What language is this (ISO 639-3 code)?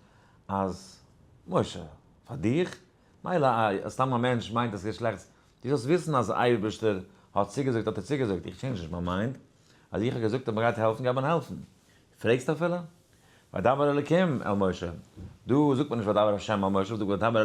yid